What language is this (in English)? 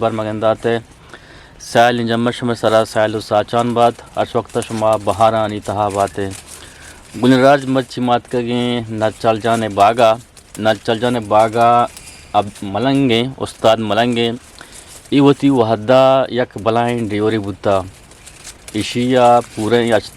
Eastern Balochi